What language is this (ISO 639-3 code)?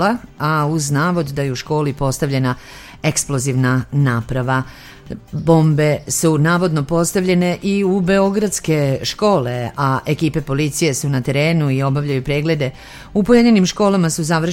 srp